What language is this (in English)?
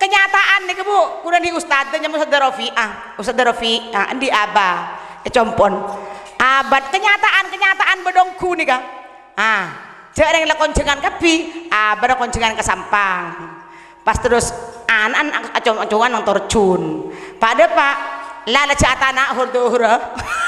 Madurese